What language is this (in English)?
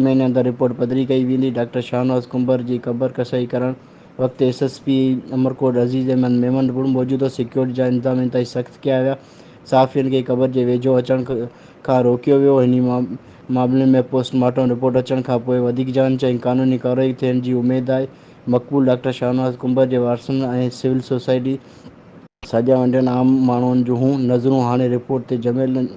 Sindhi